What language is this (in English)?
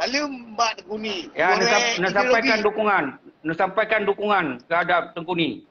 Achinese